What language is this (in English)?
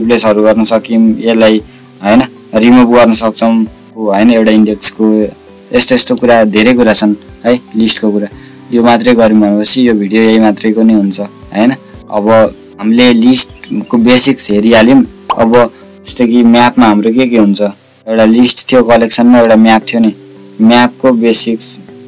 Nepali